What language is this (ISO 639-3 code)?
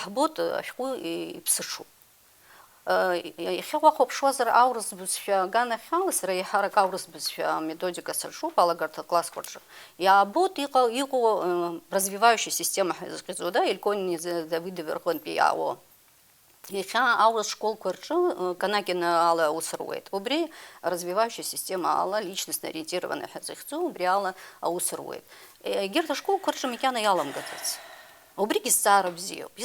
abk